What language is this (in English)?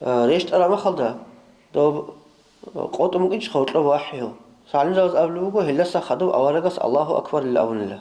Avaric